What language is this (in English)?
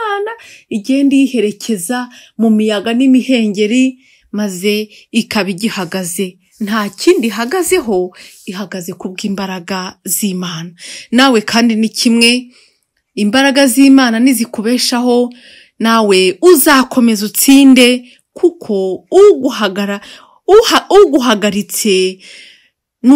Kinyarwanda